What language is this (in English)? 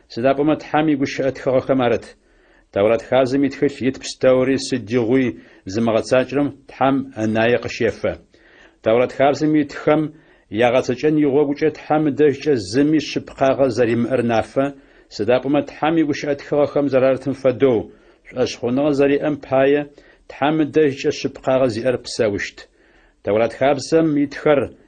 Adyghe